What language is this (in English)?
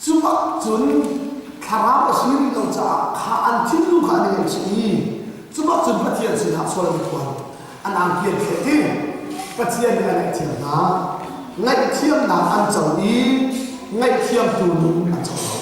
Hakha Chin